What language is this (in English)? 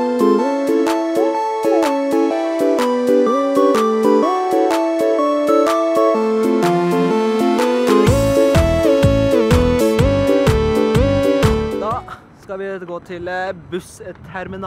Norwegian